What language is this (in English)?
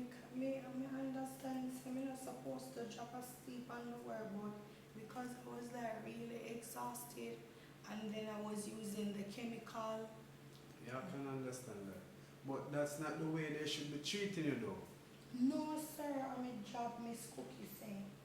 Jamaican Creole English